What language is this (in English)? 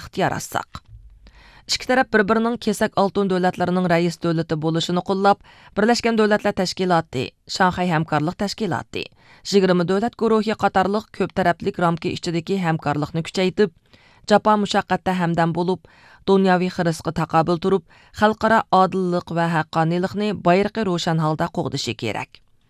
Uyghur